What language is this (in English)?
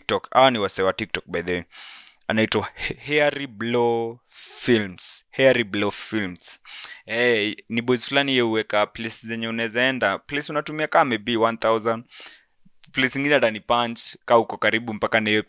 Swahili